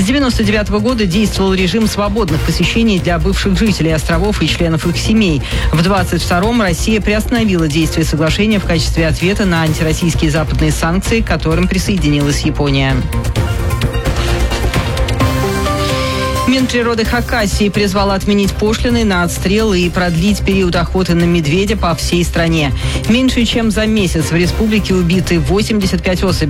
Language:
Russian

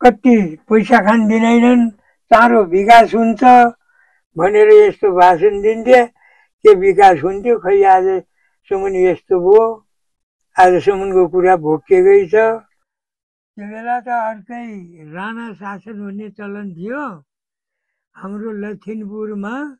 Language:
Nepali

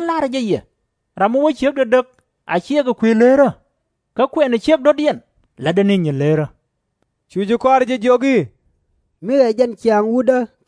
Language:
Nuer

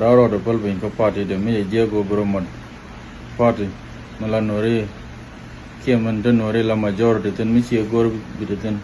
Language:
Nuer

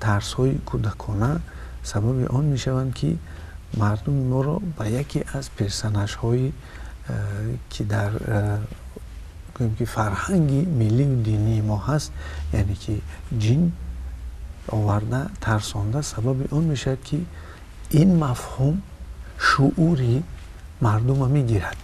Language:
Tajik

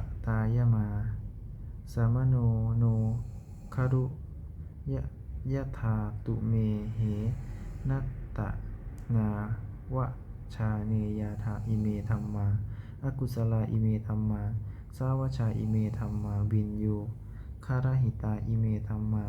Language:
Pali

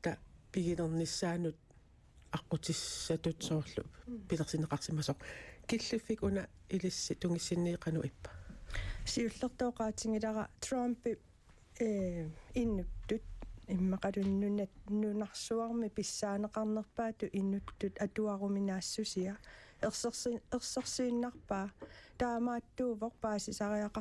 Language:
Kalaallisut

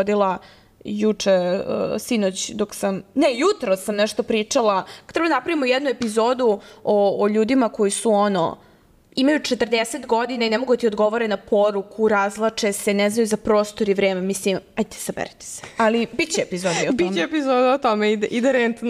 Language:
Serbian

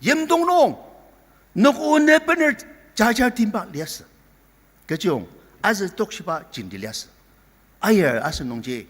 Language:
Ao Naga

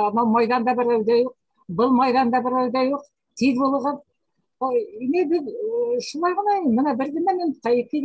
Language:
Bashkir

